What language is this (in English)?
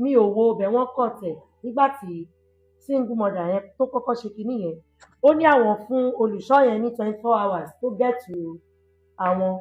Yoruba